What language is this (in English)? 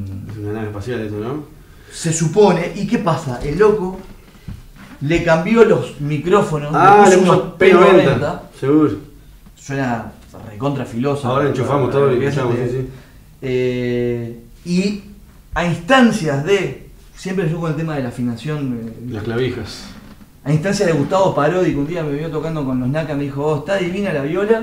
Spanish